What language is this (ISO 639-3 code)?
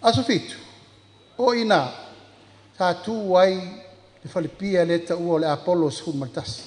smo